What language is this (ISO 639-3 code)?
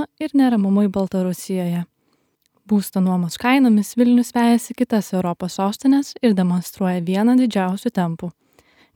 lit